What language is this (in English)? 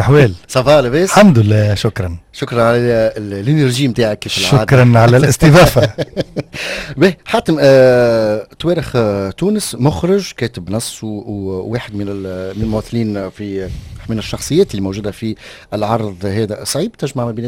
Tunisian Arabic